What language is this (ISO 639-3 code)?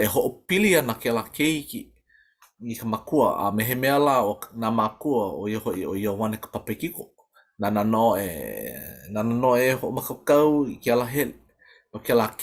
haw